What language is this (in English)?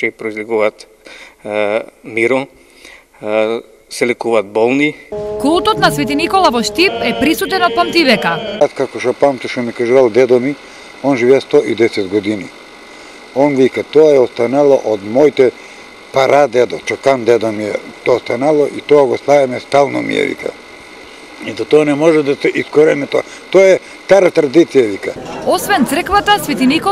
Macedonian